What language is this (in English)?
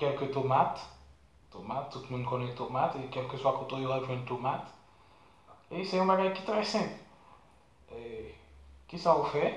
Haitian Creole